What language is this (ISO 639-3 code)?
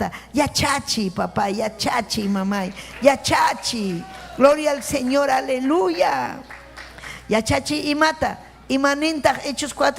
quy